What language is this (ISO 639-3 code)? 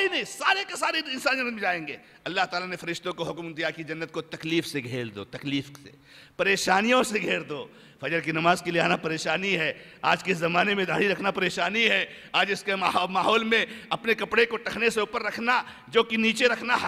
urd